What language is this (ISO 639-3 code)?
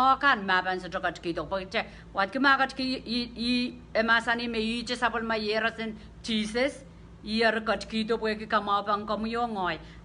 pon